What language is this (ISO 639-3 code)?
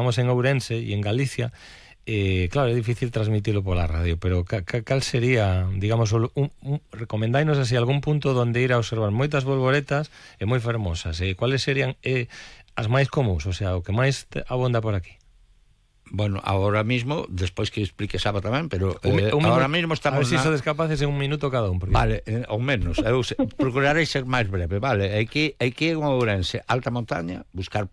glg